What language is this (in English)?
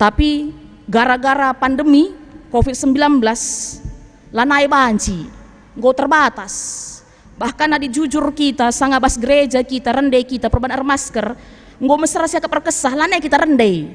Batak Karo